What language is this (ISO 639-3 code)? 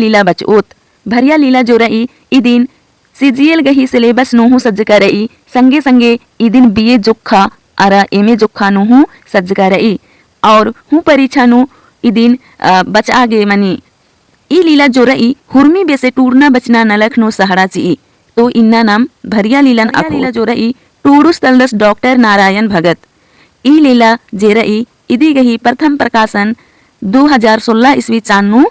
kru